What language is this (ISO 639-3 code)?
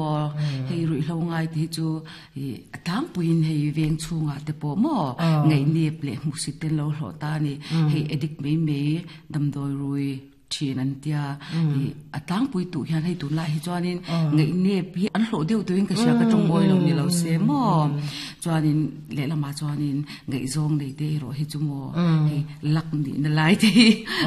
lus